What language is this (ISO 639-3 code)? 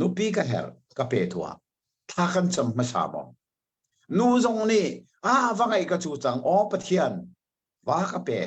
cnh